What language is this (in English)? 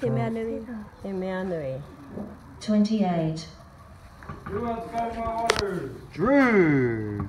Māori